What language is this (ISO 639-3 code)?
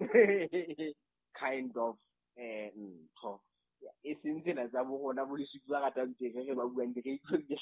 sot